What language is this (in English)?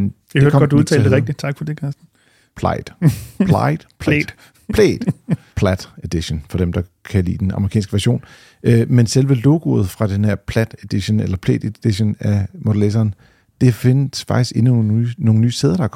Danish